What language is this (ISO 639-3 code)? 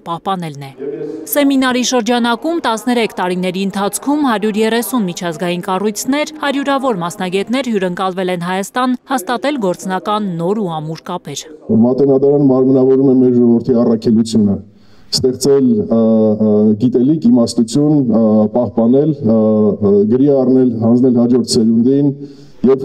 hye